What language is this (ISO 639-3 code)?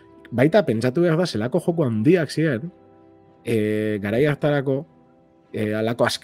eus